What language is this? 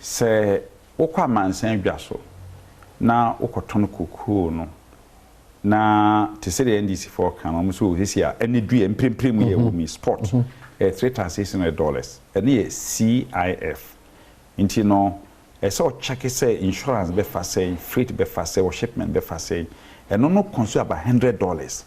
Akan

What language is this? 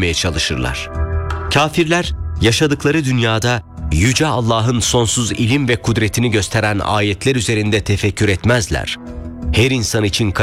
Turkish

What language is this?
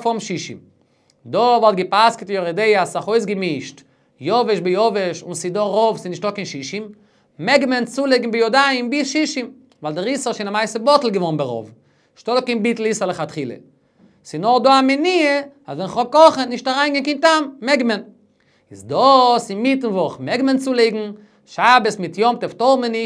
Yiddish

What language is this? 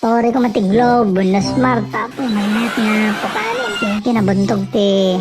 Iloko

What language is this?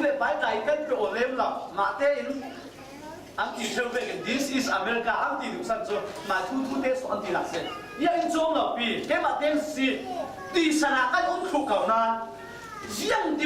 Falam Chin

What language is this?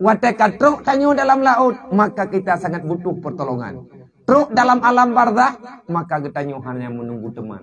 Achinese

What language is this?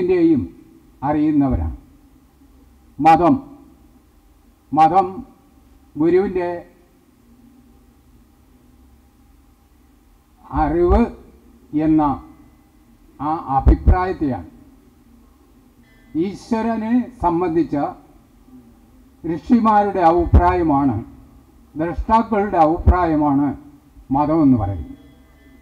Malayalam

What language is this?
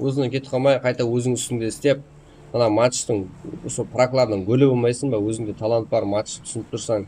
Kara-Kalpak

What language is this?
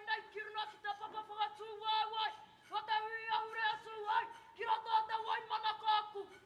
Māori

